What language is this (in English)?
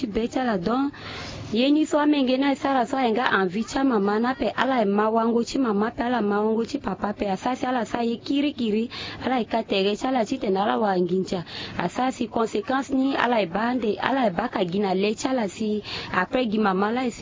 Sango